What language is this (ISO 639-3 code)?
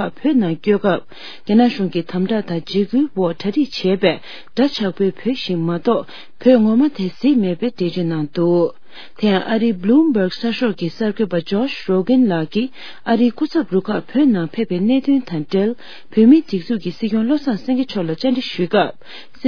bod